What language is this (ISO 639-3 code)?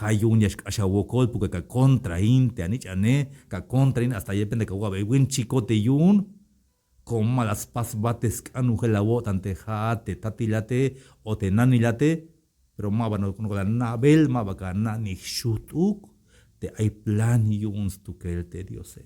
tzh